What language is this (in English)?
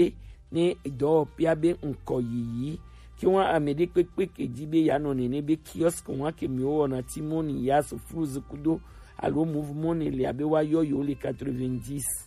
Gen